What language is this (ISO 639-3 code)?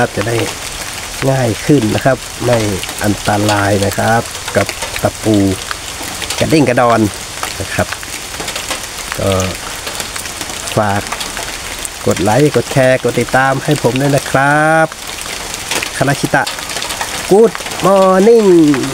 tha